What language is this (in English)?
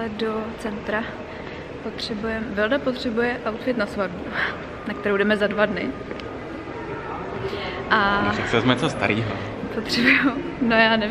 Czech